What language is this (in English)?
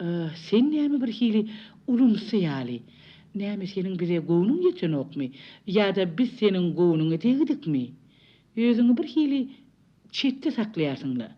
Turkmen